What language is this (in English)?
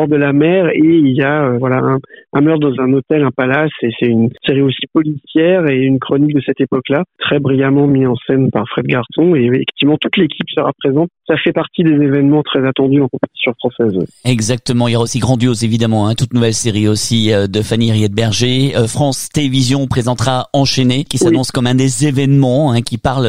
French